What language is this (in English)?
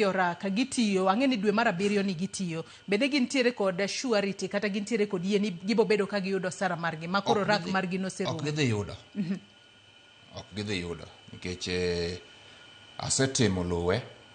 Luo (Kenya and Tanzania)